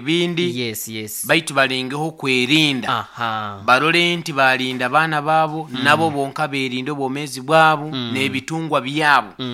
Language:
Nyoro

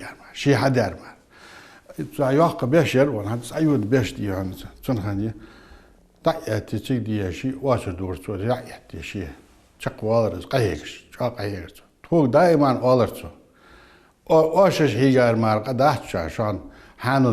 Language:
Ingush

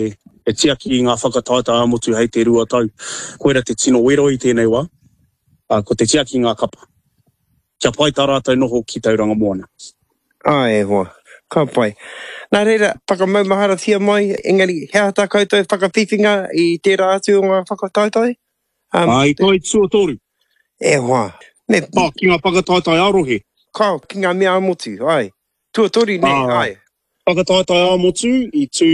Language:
Māori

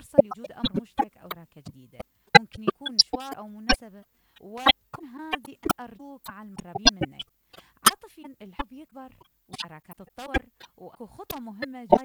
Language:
Mesopotamian Arabic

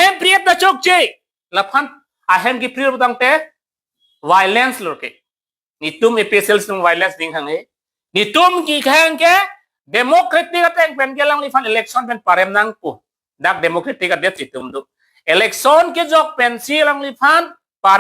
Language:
Karbi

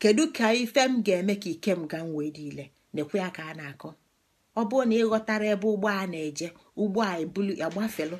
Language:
Igbo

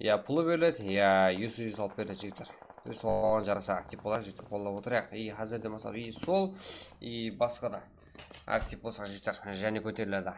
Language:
Kara-Kalpak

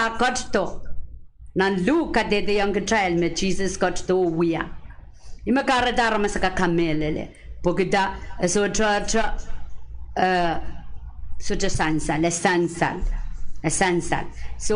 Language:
Pohnpeian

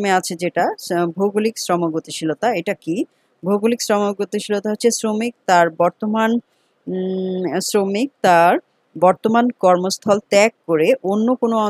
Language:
Bangla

